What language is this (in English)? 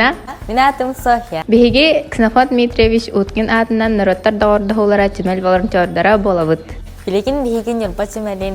Yakut